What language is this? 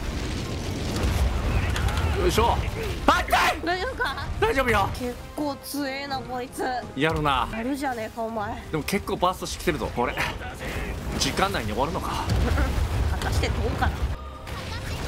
Japanese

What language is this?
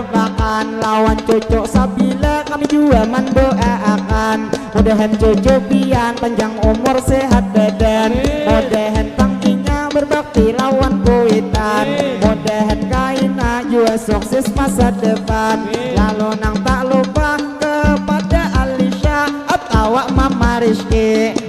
Banjar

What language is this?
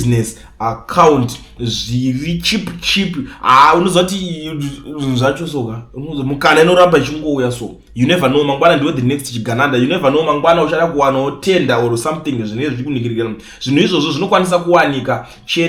Shona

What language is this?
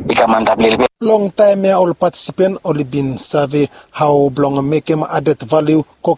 Bislama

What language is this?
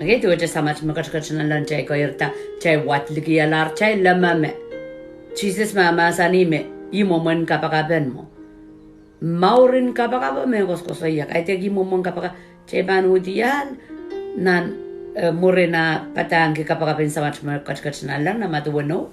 Pohnpeian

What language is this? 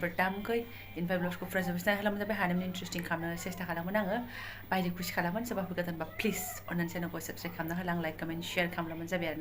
Bodo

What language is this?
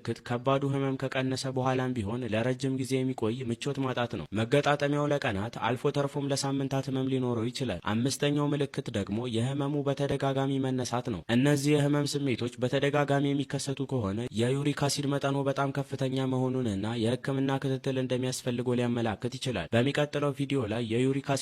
Amharic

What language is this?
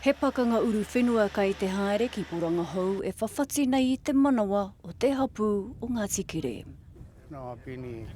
Māori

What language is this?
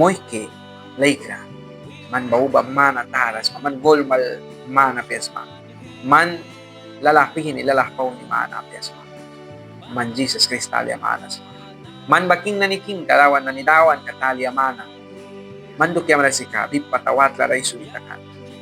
Mískito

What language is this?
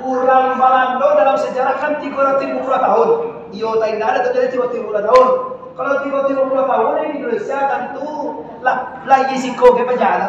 Minangkabau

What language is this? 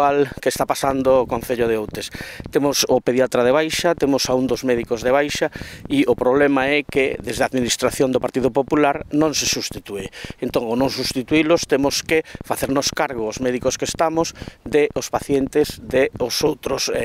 Galician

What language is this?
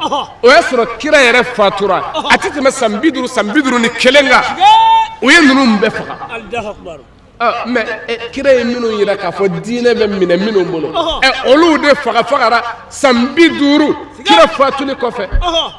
Bambara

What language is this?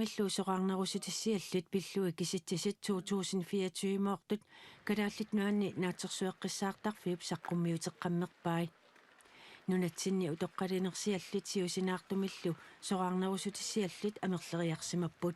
Kalaallisut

